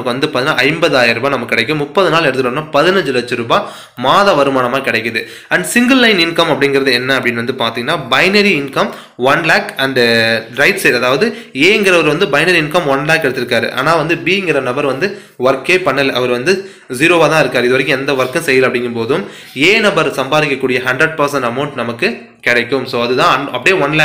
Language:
Tamil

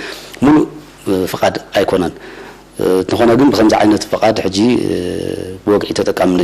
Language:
Tigrinya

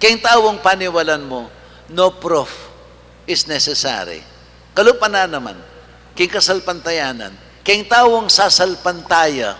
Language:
Pampanga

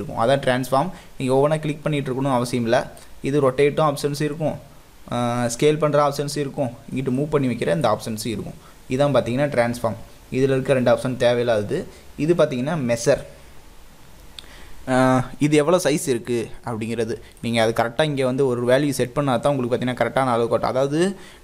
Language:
Tamil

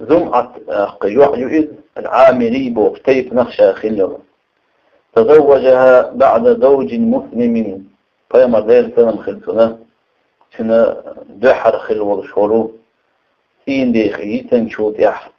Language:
Chechen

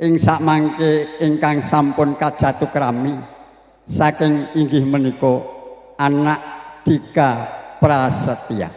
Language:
Javanese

